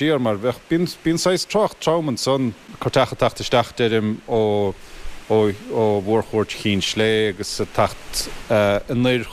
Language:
Irish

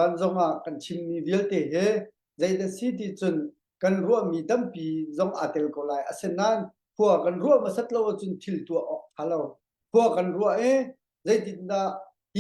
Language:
Hakha Chin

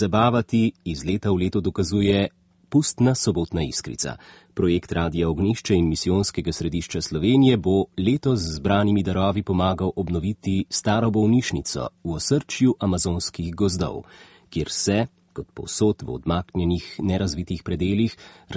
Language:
Slovenian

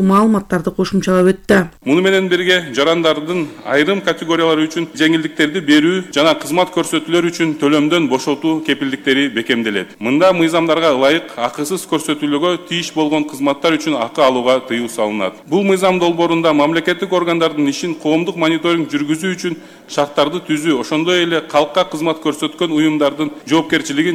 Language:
Kyrgyz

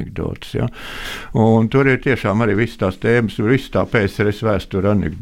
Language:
Latvian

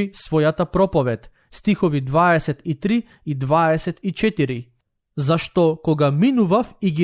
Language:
Macedonian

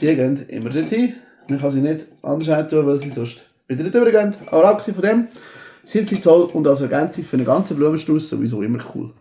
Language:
Swiss German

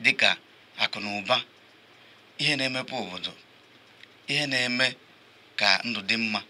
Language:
Igbo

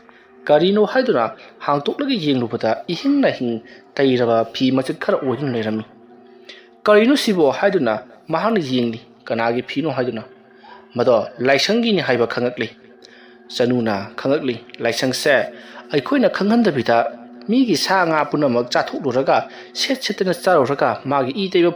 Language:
Manipuri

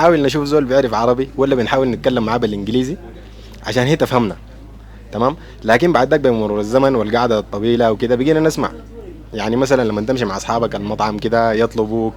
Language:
Sudanese Arabic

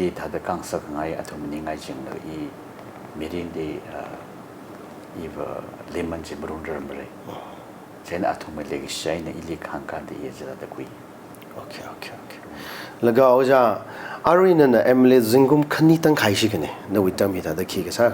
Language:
Tangkhul Naga (India)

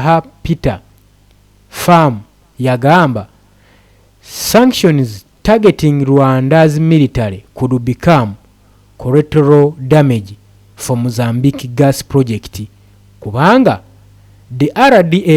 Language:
Ganda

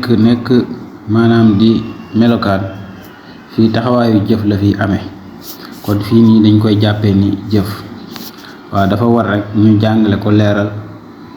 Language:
Wolof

